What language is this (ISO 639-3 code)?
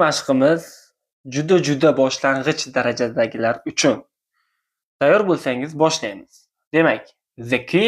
uzb